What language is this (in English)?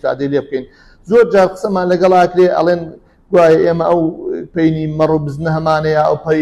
Central Kurdish